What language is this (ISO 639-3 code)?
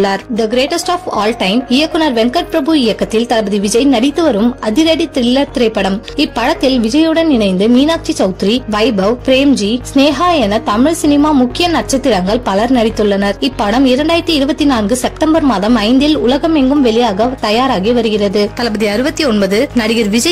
tam